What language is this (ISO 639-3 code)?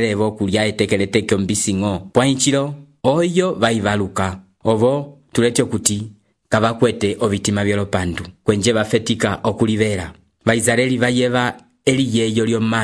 umb